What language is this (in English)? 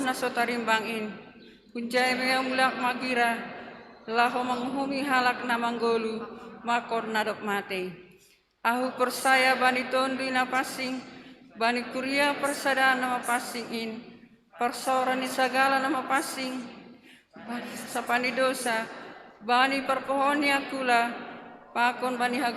Batak Simalungun